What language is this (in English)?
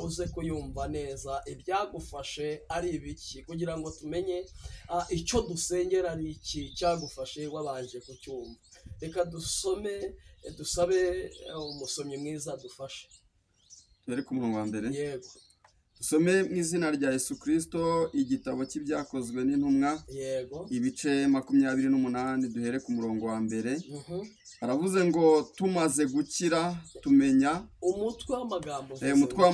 Kinyarwanda